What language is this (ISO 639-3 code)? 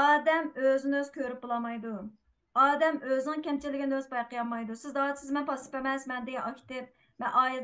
uig